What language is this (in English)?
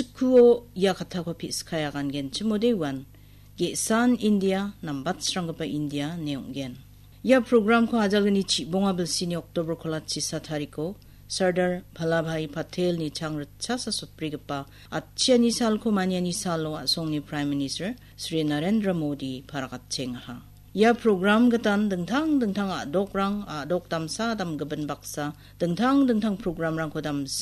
Garo